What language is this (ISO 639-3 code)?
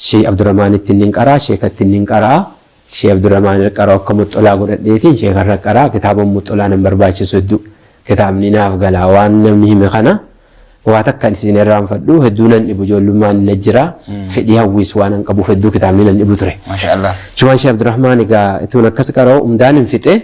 orm